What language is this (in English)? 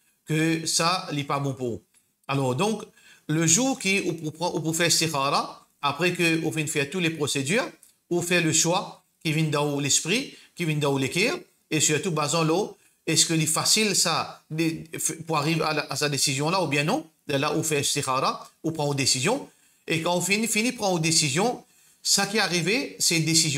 Morisyen